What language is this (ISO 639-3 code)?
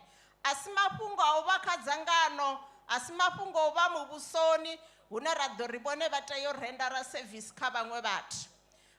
ven